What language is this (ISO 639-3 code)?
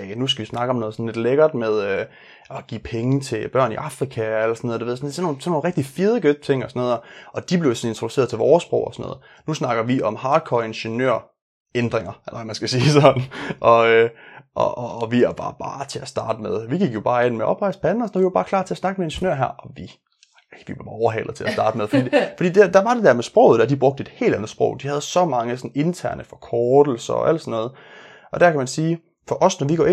dan